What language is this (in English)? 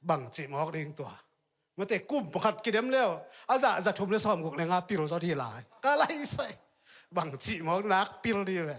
Tedim Chin